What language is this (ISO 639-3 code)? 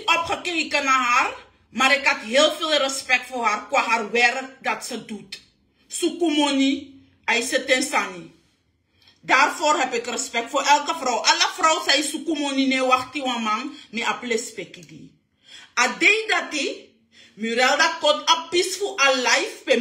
srn